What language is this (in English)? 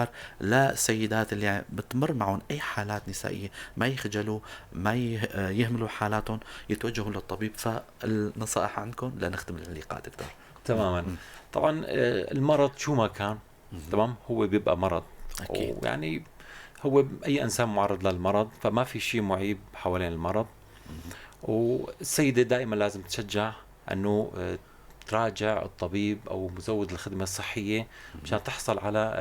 North Levantine Arabic